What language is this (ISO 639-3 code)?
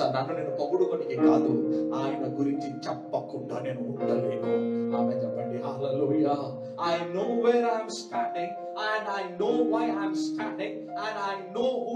tel